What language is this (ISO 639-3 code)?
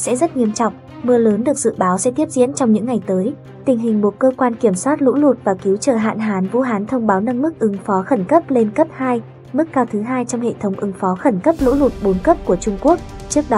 vie